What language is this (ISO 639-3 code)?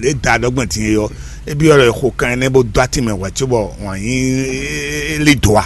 fon